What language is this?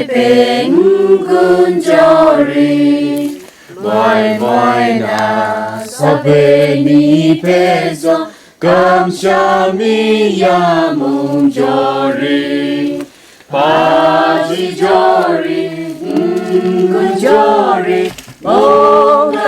Kachin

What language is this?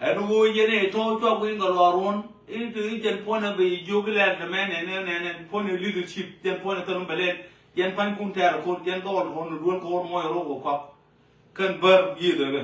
Nuer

